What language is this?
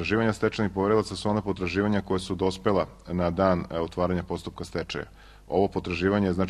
Serbian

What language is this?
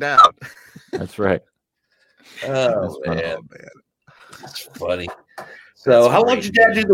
English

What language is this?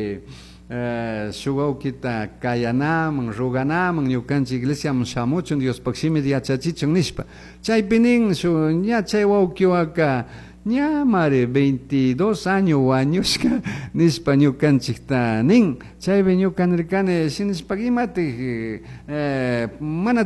Chimborazo Highland Quichua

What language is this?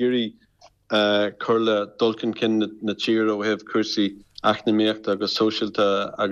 Irish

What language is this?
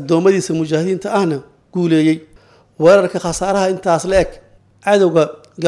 Somali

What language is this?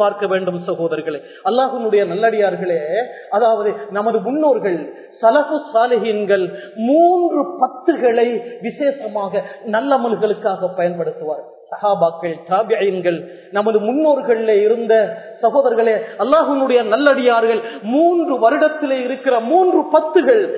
Tamil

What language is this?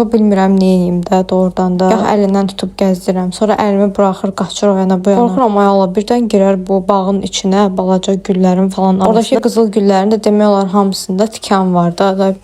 Azerbaijani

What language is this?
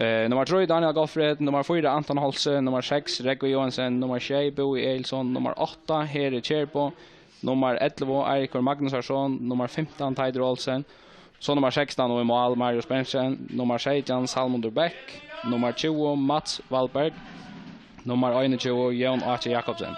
Faroese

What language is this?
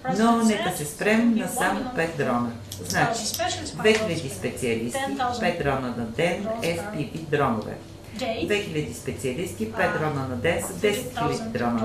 Bulgarian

